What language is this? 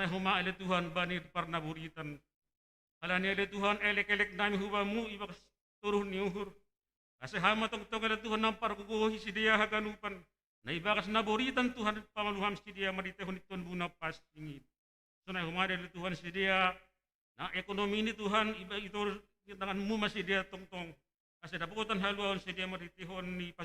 Batak Simalungun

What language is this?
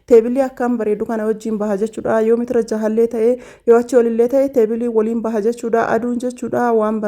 Oromo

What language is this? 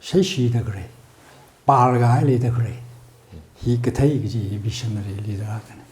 Tangkhul Naga (India)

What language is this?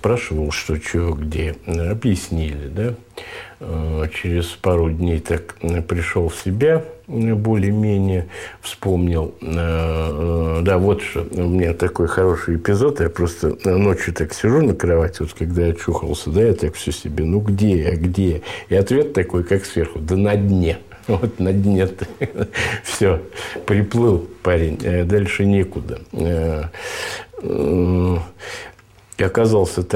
Russian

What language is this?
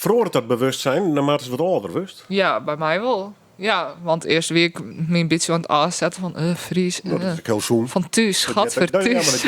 Western Frisian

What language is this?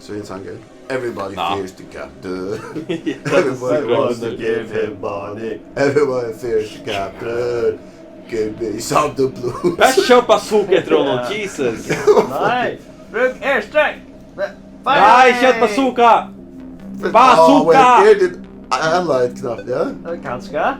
Faroese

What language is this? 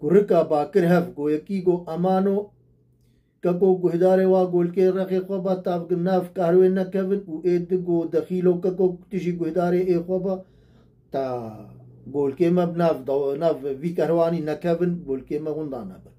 Kurdish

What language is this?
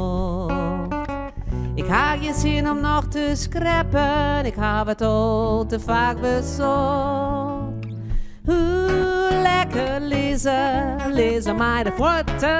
Western Frisian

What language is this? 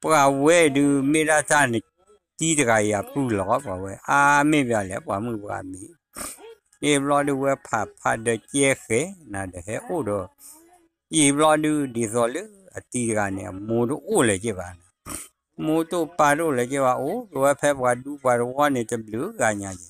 S'gaw Karen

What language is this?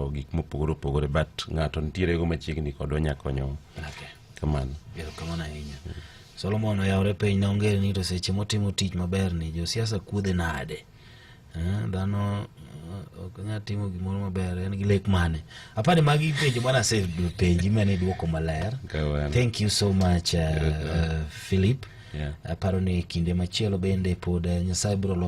Luo (Kenya and Tanzania)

